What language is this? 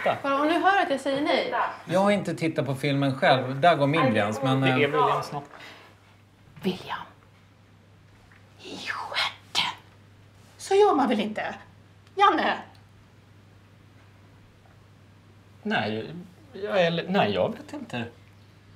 Swedish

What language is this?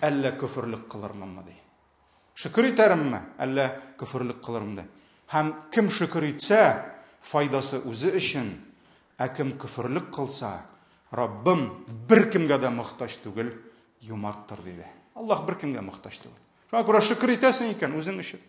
Tatar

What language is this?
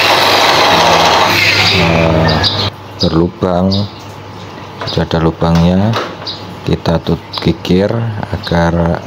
Indonesian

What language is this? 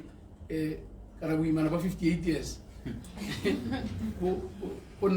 Tswana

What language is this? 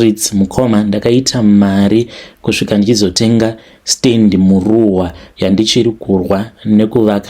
Shona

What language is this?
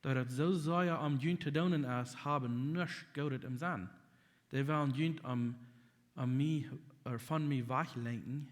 Plautdietsch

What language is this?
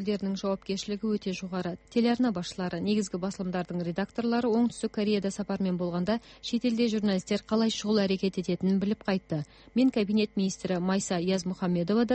Kazakh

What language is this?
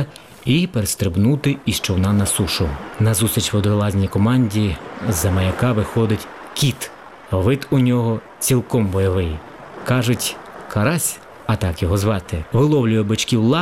Ukrainian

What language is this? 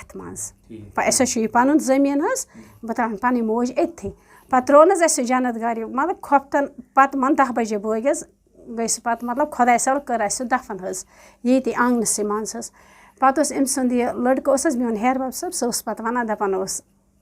Kashmiri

